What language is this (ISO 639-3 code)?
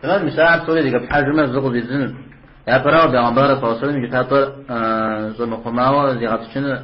kbd